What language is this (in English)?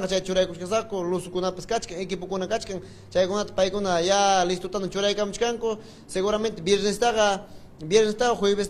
Ayacucho Quechua